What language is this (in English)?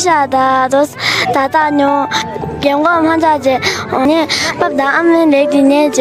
Tibetan